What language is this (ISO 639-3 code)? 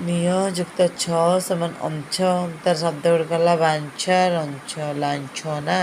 ori